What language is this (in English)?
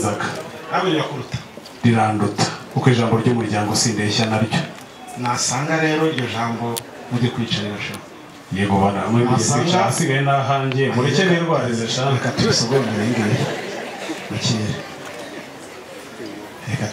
Kinyarwanda